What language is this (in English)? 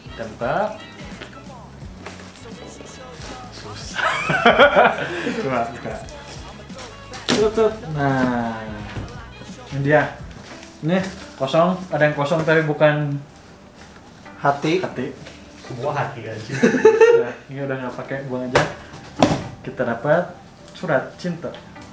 Indonesian